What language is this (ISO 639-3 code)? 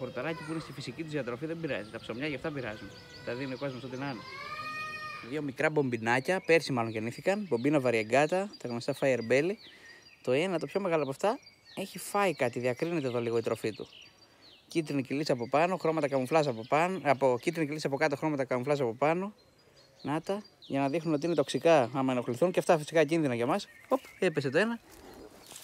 ell